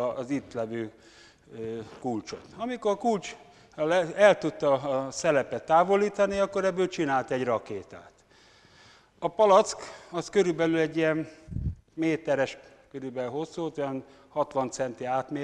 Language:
Hungarian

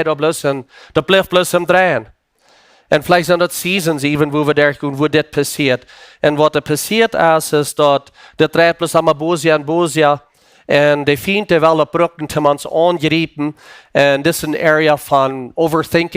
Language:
Plautdietsch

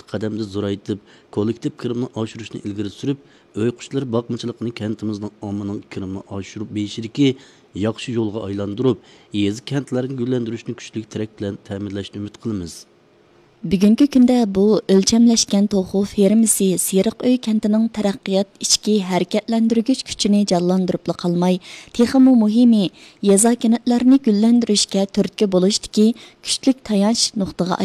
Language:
Uyghur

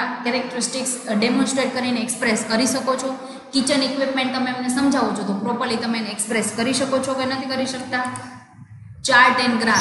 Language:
Gujarati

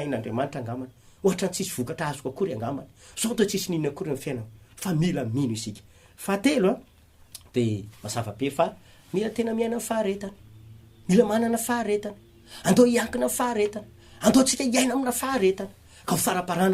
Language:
Malagasy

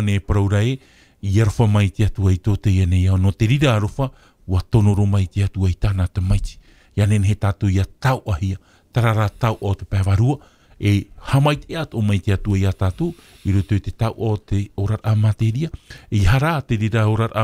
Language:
Tahitian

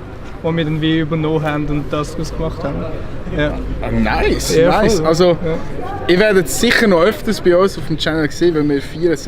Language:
Swiss German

